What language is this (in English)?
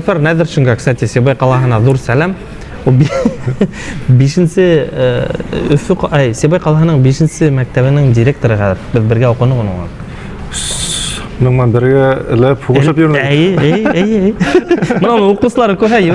Bashkir